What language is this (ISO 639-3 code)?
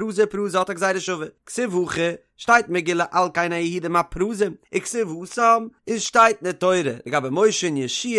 yid